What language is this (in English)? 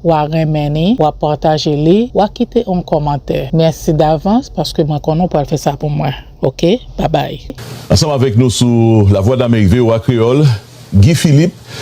Haitian Creole